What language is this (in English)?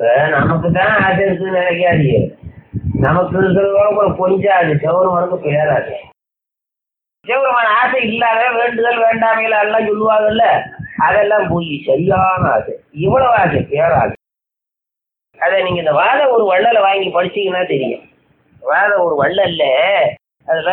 Tamil